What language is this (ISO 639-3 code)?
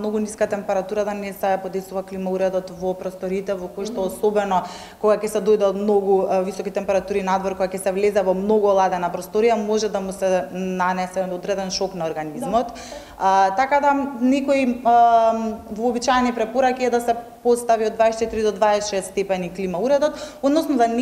mkd